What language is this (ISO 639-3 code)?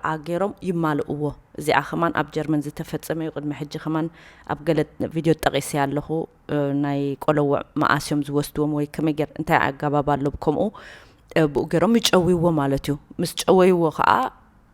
tir